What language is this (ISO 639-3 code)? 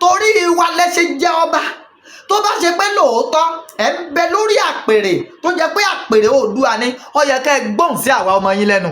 yor